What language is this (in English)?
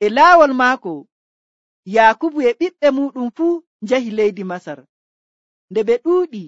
Nigerian Fulfulde